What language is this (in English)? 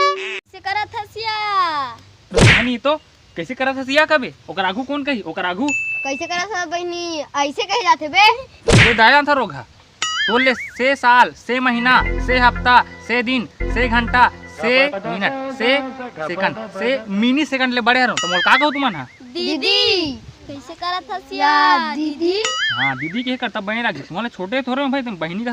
Chhattisgarhi